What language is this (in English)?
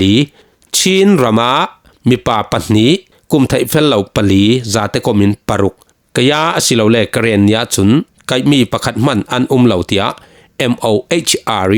Falam Chin